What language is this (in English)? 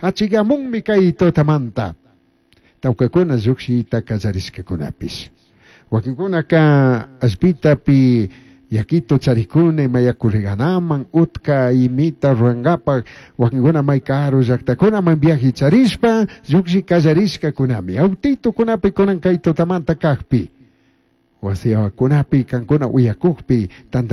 Chimborazo Highland Quichua